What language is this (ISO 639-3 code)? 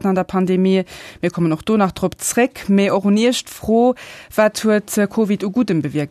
ltz